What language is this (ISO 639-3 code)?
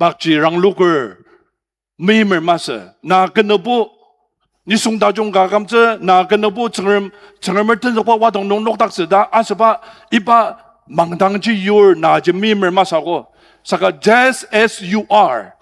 njo